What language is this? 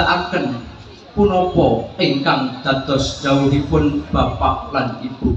Javanese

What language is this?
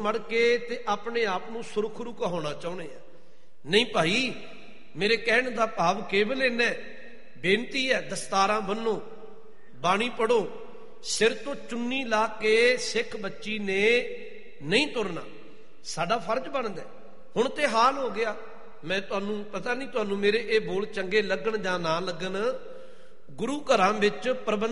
Punjabi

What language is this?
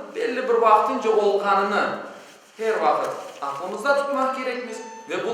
Crimean Tatar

